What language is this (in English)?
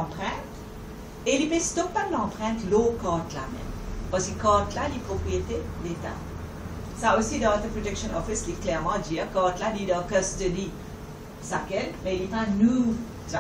Morisyen